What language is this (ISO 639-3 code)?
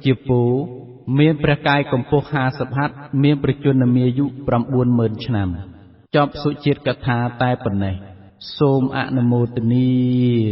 khm